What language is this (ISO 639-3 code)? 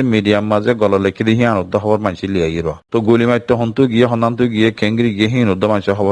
rhg